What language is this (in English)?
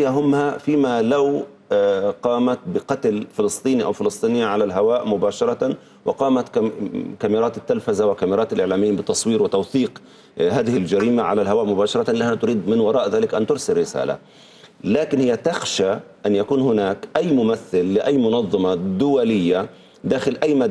Arabic